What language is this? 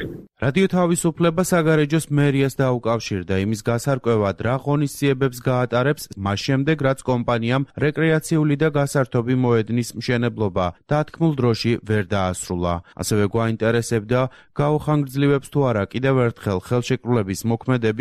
Georgian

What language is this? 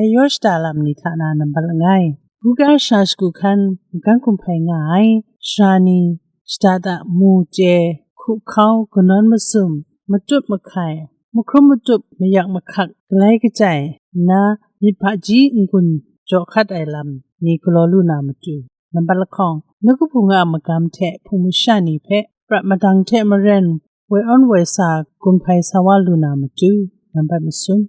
Kachin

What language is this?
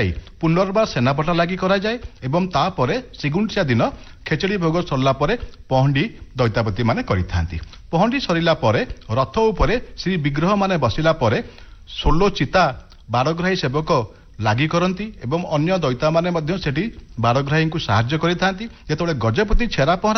Odia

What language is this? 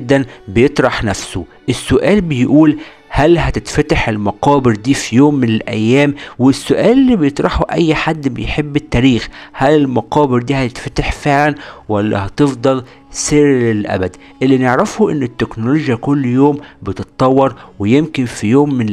Egyptian Arabic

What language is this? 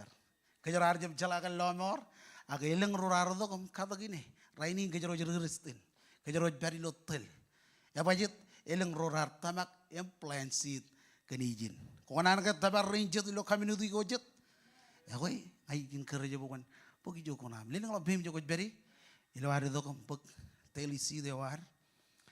Marshallese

